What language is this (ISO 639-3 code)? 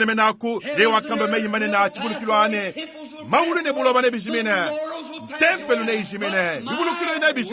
lua